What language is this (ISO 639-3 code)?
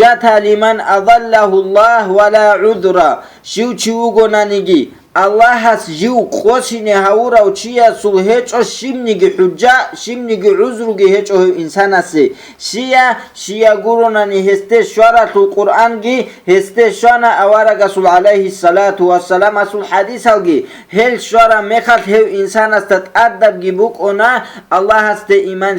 ava